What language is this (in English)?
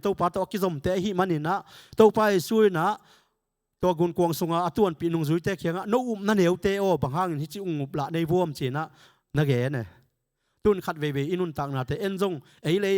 Tedim Chin